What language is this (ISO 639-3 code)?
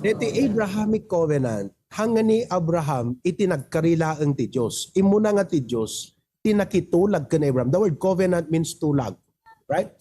ilo